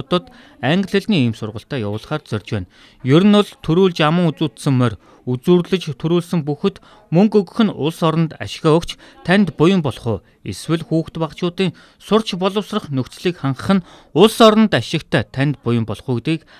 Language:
Mongolian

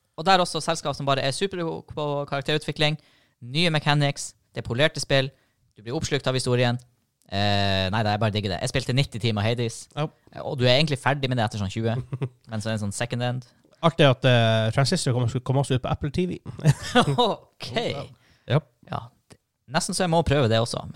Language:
Norwegian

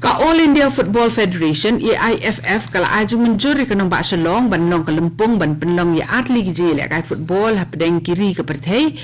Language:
Khasi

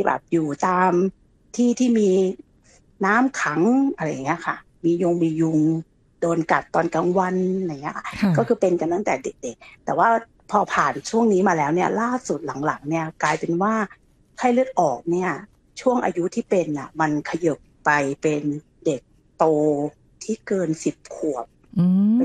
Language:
Thai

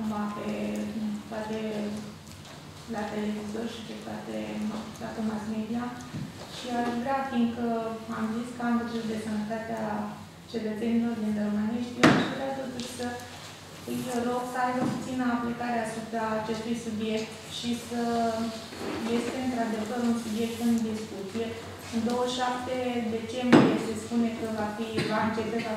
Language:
Romanian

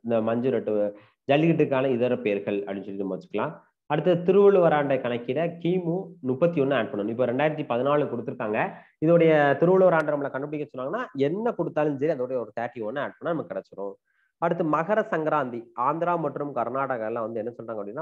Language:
Tamil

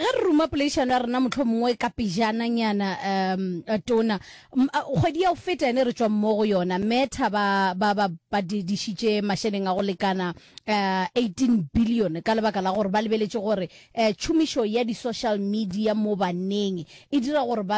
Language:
Northern Sotho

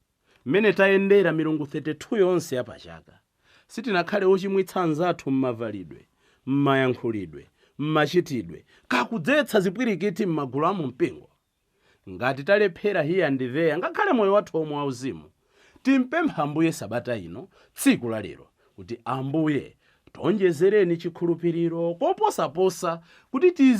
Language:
Nyanja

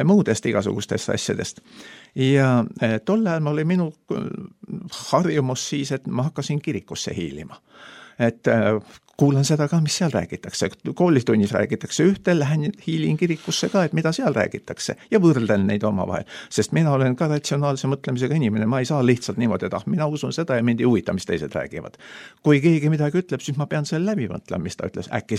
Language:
Estonian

